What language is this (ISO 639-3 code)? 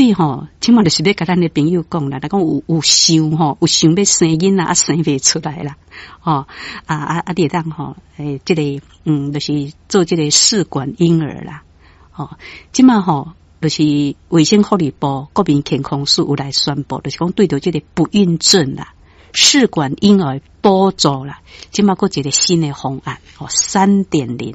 nan